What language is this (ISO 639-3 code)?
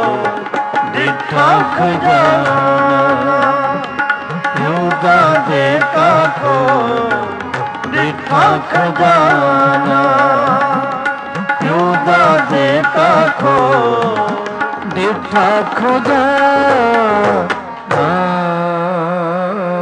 pan